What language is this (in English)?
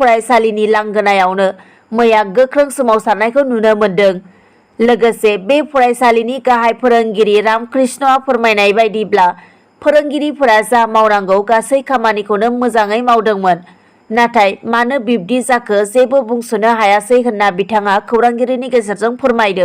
Bodo